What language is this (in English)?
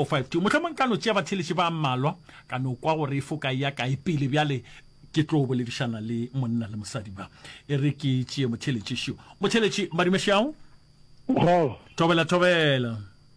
Northern Sotho